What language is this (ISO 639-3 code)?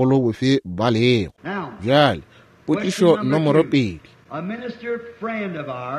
nso